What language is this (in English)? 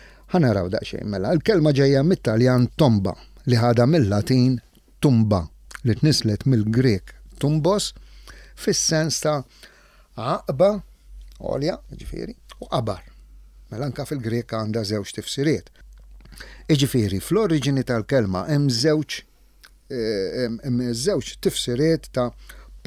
Maltese